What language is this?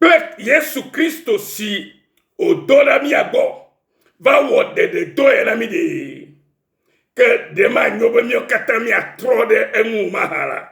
Ewe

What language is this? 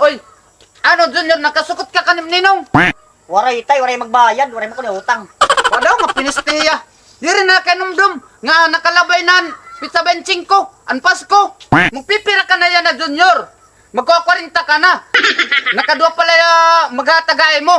Waray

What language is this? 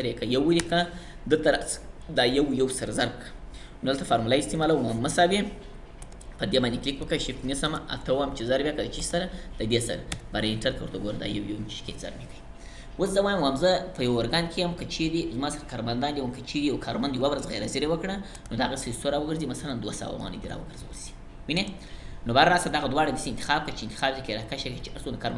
Pashto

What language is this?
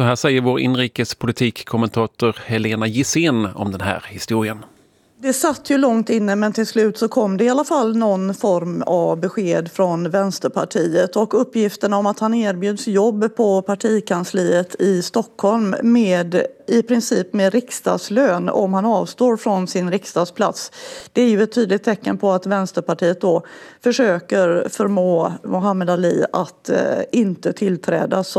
Swedish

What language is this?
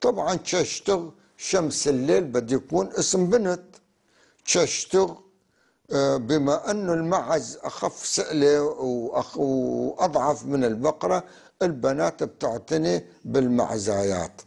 North Levantine Arabic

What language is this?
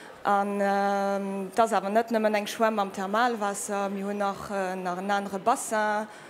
Luxembourgish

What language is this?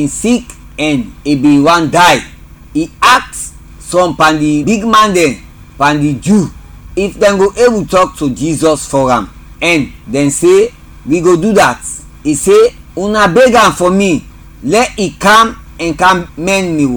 Krio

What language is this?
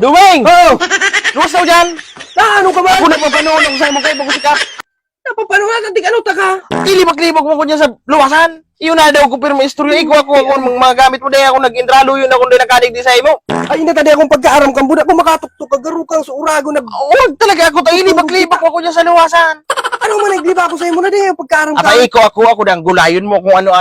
Bikol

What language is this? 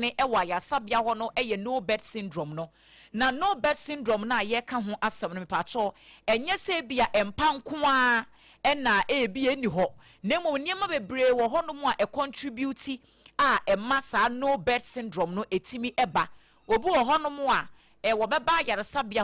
Akan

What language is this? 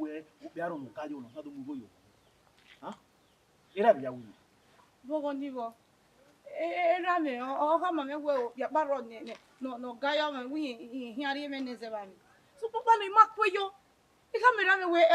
Bini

